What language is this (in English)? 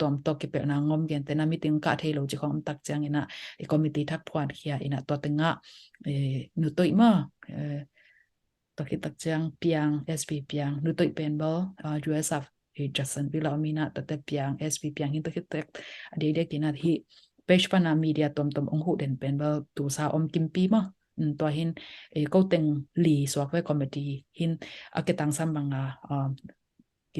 Tedim Chin